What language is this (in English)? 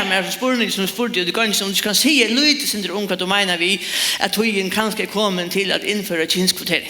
Faroese